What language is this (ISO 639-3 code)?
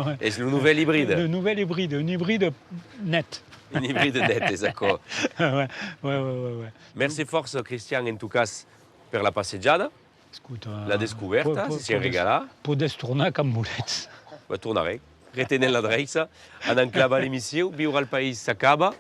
oci